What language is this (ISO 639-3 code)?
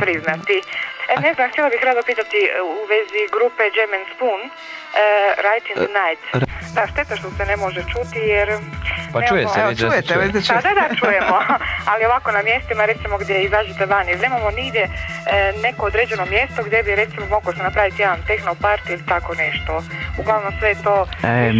hrv